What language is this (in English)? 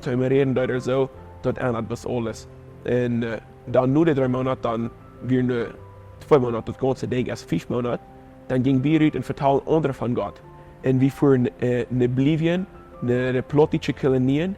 Plautdietsch